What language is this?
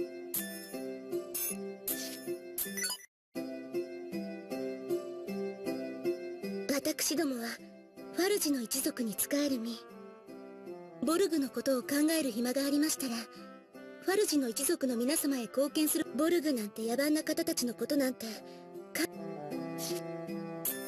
Japanese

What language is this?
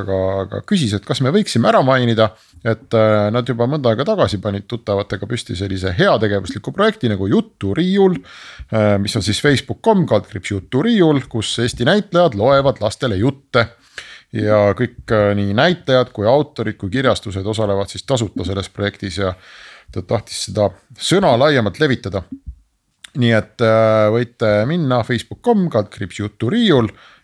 Estonian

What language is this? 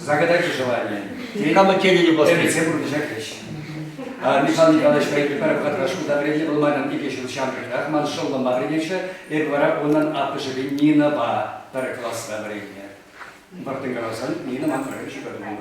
Chuvash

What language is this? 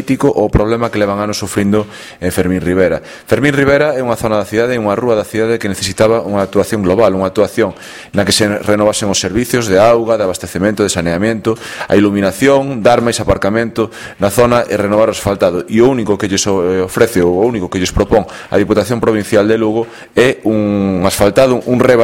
Galician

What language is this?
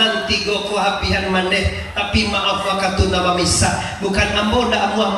Minangkabau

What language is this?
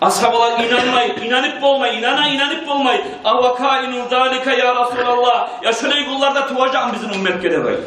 Kumyk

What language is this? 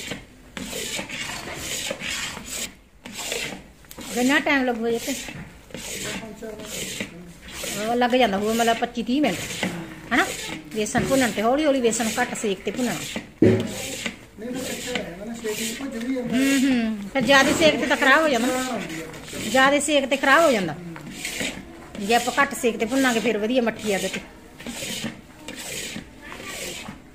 Punjabi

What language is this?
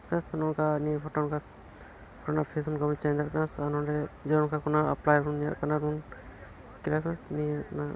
Santali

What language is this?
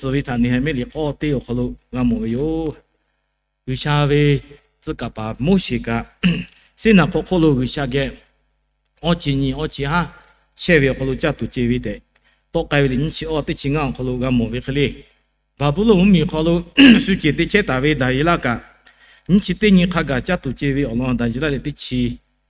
Lahu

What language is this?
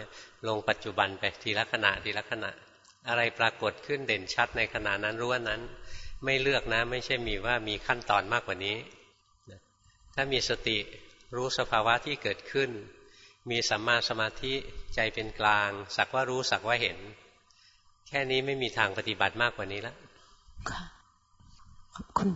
Thai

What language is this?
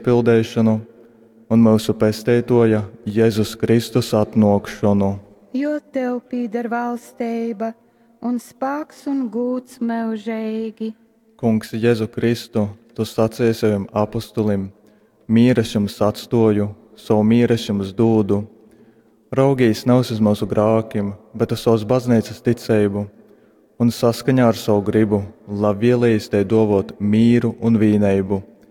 Latgalian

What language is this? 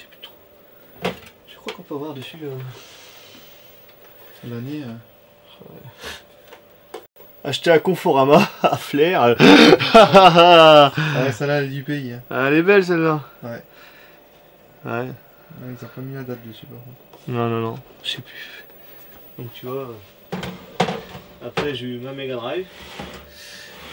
French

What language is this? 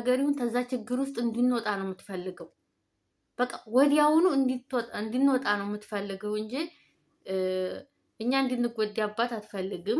Amharic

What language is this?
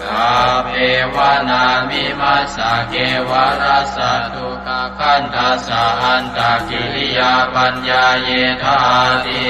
Pali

